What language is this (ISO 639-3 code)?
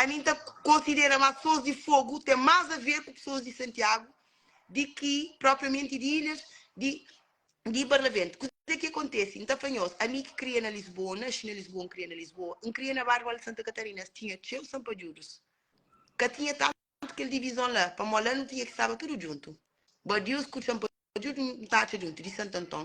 kea